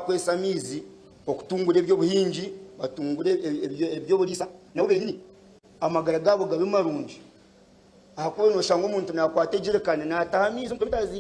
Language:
Nyankole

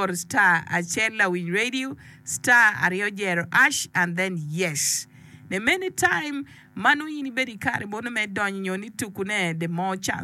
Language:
Acoli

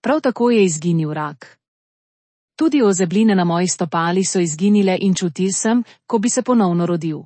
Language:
Slovenian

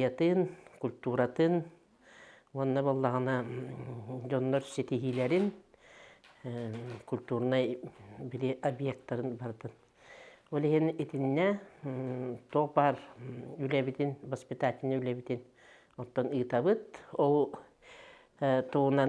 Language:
Yakut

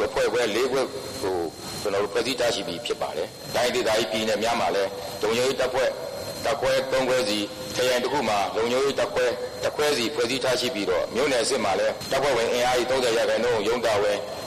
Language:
Burmese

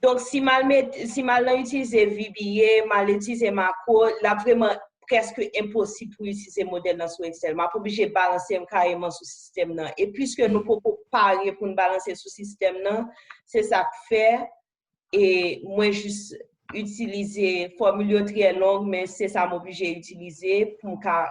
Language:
Haitian Creole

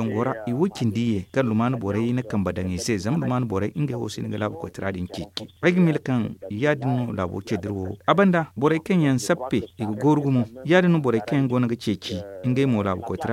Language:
Zarma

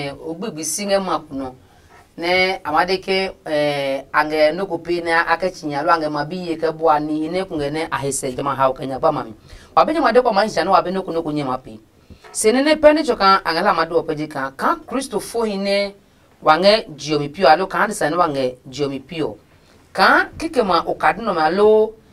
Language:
Adangme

